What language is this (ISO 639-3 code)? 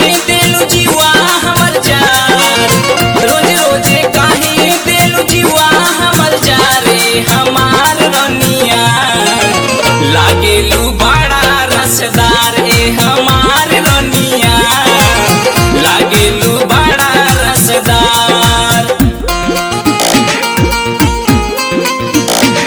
bho